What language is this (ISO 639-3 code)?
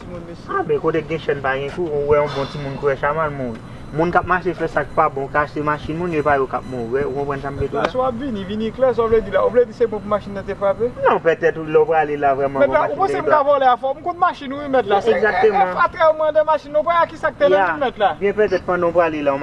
hat